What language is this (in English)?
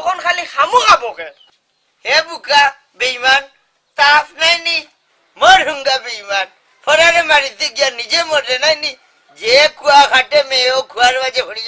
Sylheti